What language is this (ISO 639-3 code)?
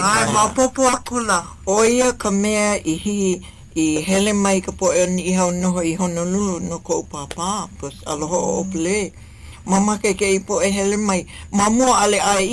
haw